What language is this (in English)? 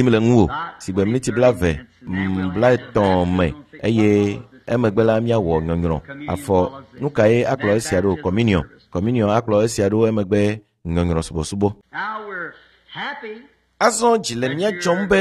Ewe